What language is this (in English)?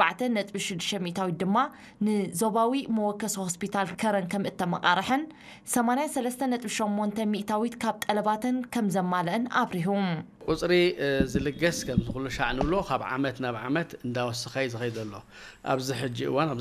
Tigrinya